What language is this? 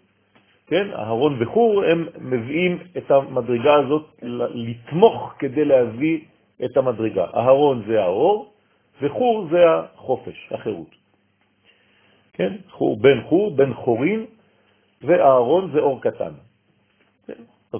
Hebrew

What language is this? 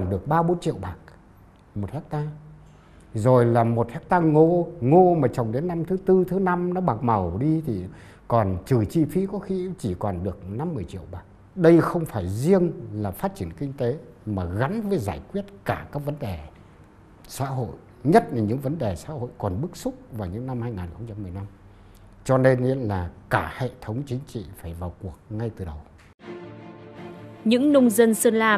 Vietnamese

